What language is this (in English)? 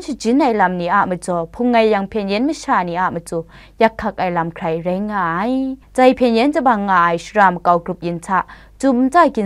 Kachin